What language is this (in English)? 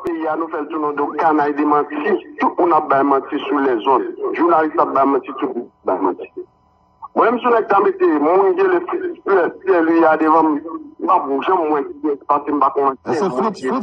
Haitian Creole